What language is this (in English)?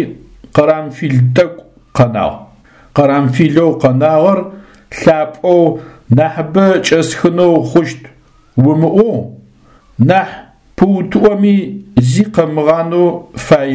Adyghe